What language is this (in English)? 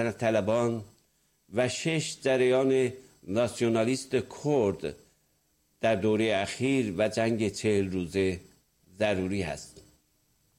Persian